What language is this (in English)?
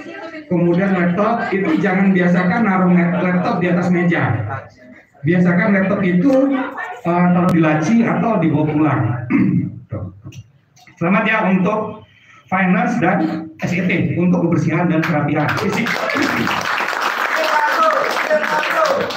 Indonesian